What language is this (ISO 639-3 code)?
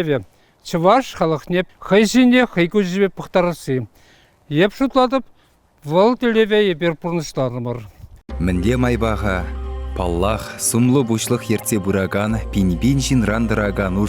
chv